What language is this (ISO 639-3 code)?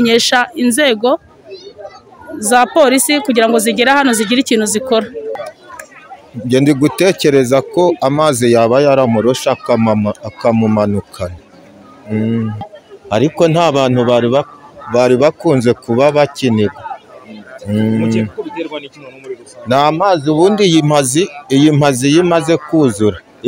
kin